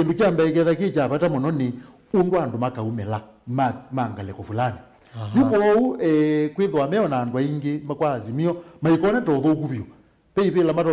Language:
Kamba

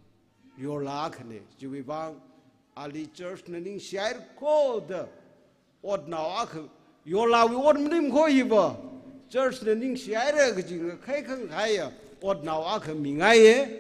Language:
Tangkhul Naga (India)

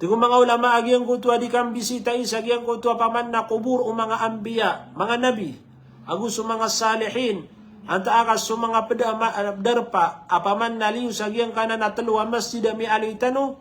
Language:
Maranao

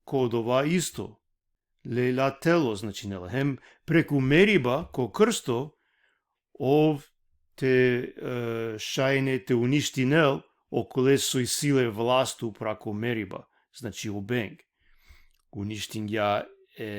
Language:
Balkan Romani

